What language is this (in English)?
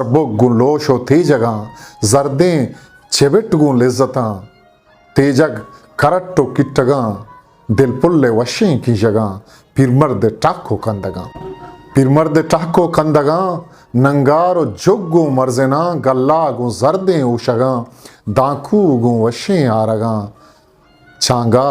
Eastern Balochi